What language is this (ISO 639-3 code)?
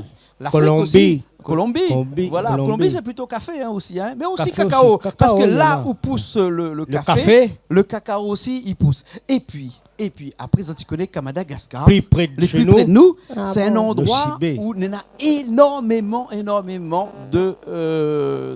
rcf